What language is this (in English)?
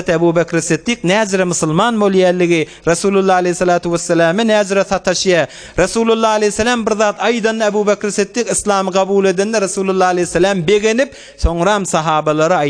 Turkmen